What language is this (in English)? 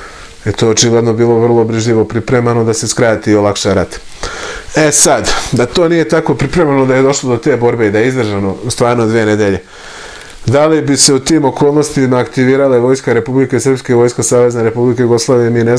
Serbian